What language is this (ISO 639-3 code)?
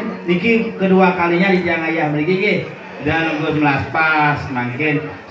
ban